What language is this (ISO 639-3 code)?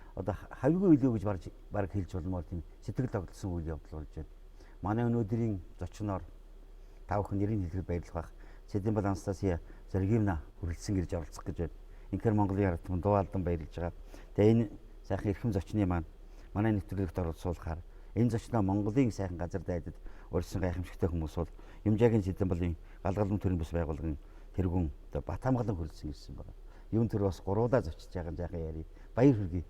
mon